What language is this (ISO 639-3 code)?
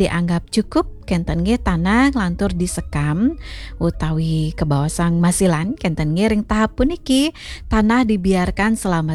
ban